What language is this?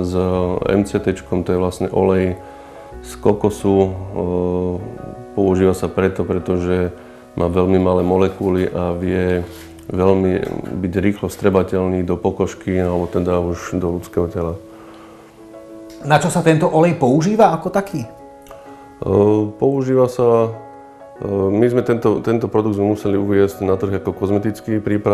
Slovak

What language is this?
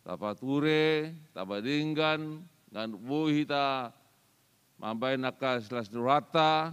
Batak Toba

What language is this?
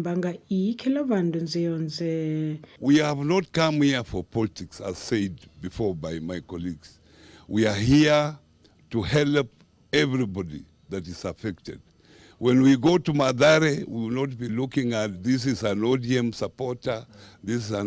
Kamba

